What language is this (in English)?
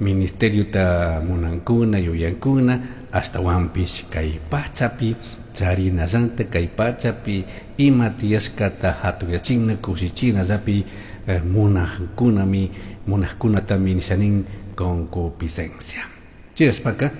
Chimborazo Highland Quichua